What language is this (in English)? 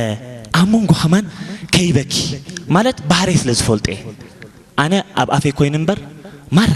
Tigrinya